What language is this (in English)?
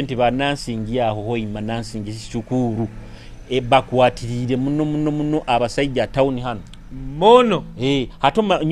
Nyoro